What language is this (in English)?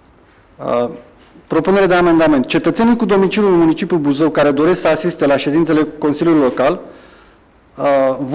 Romanian